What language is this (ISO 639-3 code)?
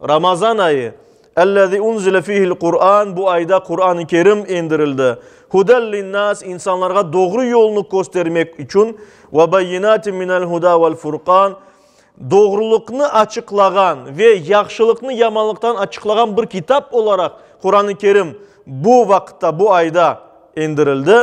crh